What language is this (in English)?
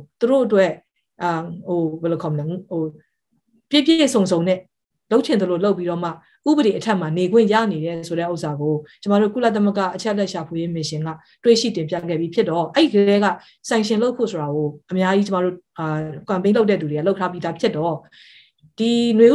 Burmese